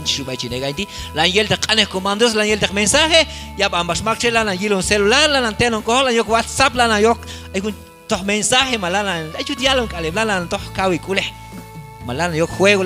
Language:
Q'anjob'al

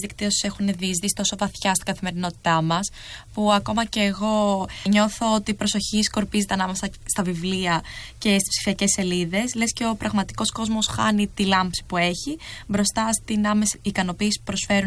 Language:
Greek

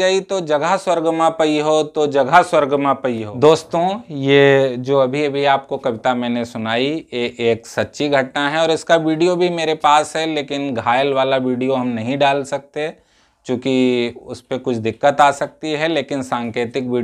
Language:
Awadhi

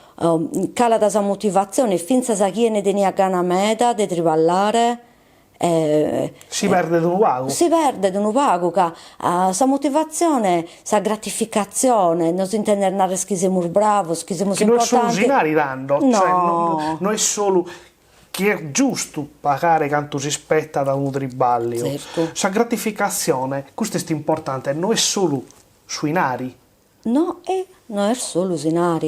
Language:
Sardinian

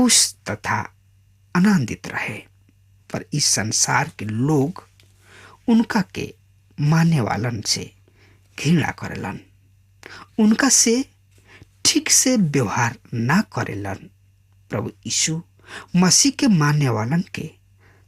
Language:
Bhojpuri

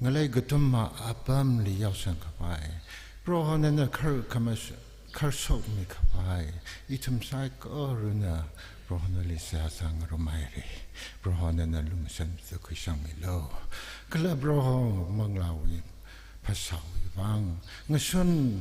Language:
Tangkhul Naga (India)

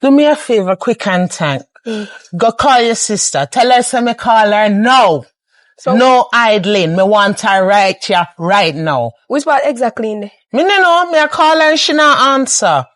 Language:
Jamaican Creole English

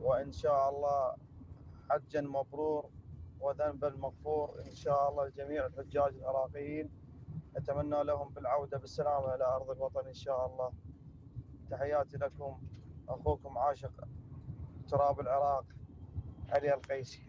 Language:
Mesopotamian Arabic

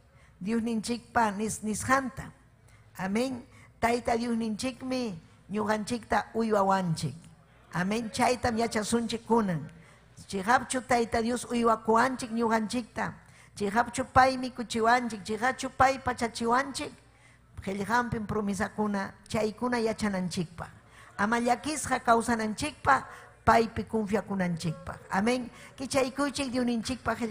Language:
Ayacucho Quechua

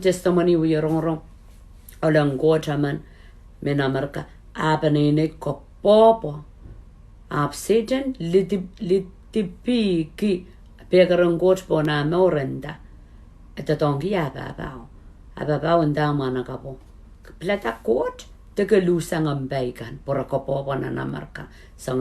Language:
Pohnpeian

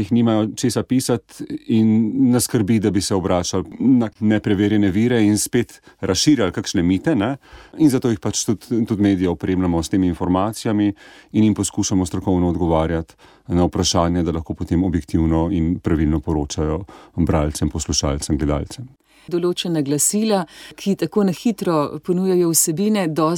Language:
Slovenian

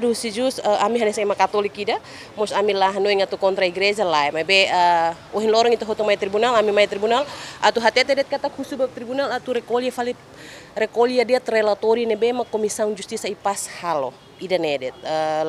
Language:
Tetum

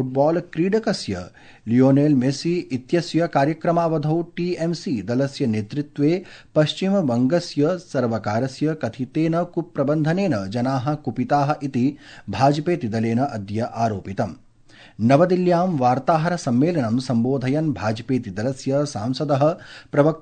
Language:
Sanskrit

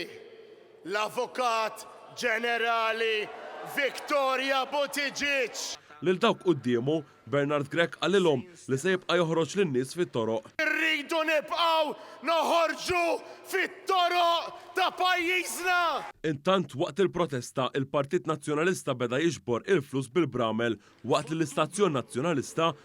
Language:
Maltese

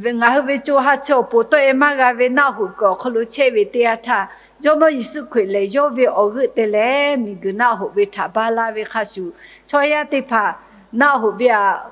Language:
Lahu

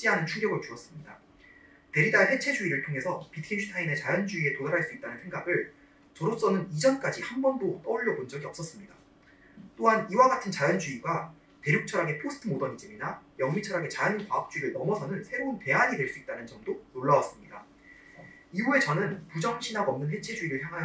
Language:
Korean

